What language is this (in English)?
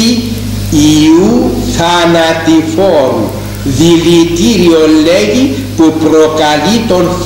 Greek